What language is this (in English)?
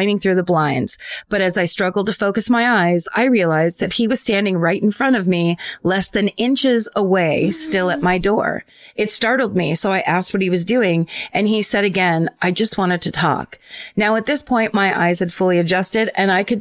English